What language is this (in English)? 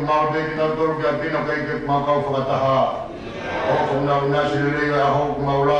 Tongan